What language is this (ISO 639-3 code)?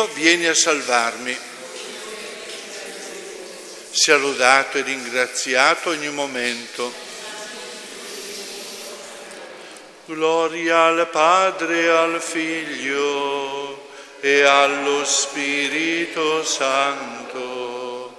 ita